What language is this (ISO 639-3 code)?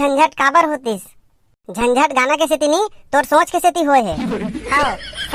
hne